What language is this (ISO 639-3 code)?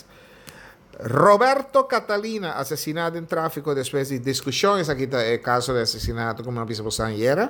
pap